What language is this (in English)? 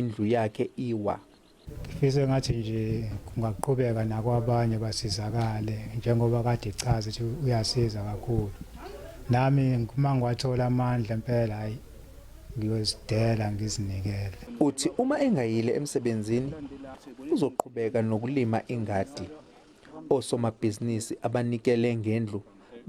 Zulu